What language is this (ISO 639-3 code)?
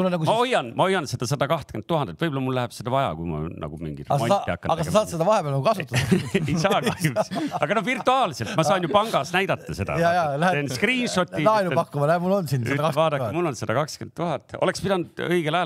est